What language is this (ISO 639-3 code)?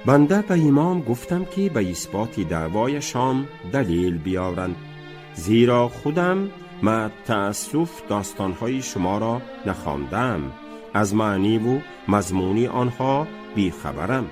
tgk